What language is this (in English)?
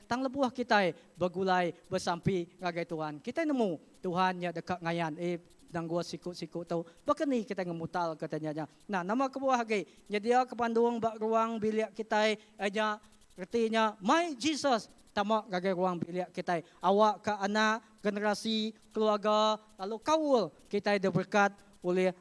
Iban